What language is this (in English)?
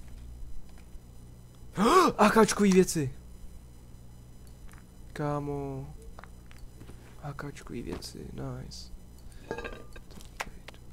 Czech